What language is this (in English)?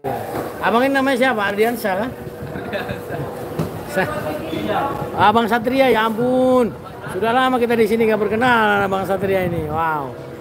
Indonesian